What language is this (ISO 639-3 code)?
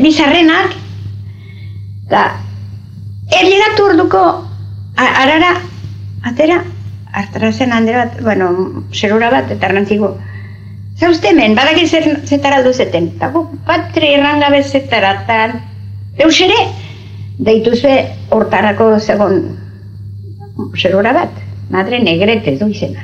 eus